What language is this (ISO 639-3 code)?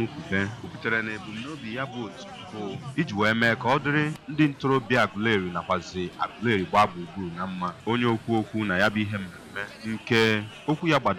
ibo